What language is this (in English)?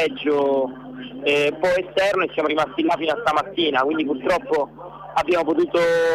Italian